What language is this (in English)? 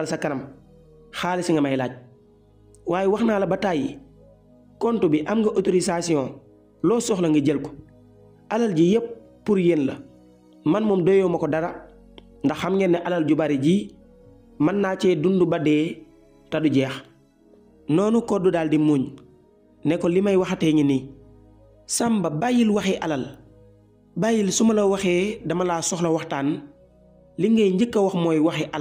Wolof